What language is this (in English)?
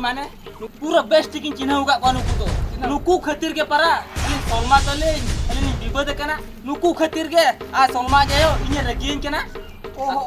Santali